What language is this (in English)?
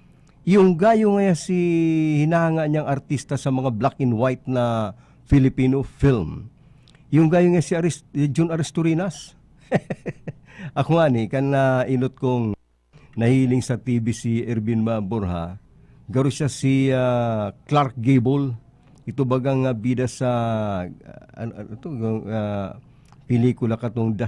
Bikol